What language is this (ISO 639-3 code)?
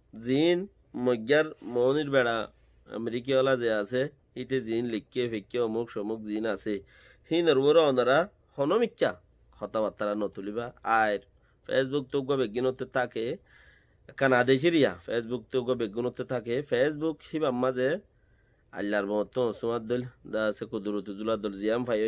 rhg